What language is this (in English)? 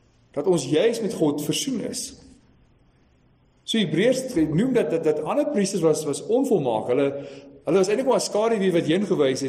Afrikaans